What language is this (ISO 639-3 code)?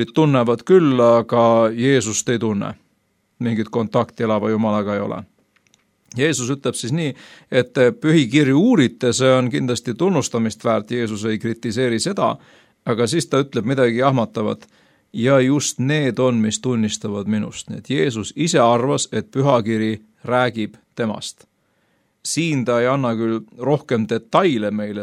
est